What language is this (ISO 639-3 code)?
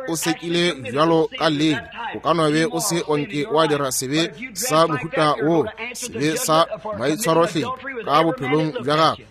nso